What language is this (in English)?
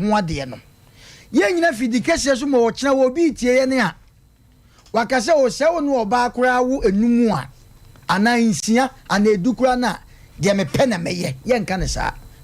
Akan